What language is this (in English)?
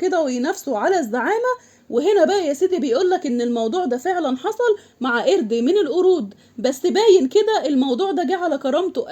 Egyptian Arabic